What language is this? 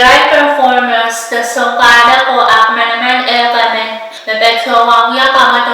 Pohnpeian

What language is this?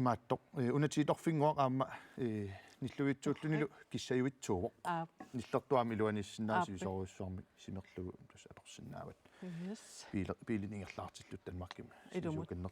Kalaallisut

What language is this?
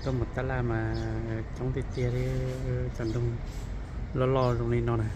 Hmong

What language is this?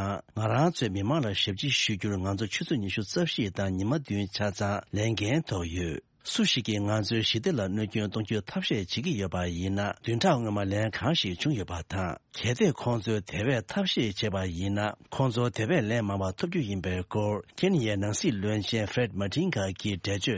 Tibetan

